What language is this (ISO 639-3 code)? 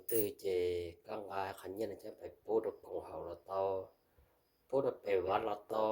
hmn